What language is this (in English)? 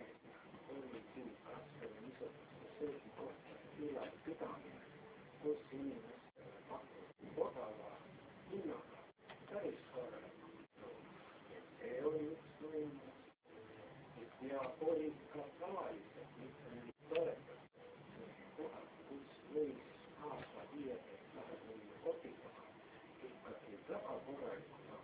Estonian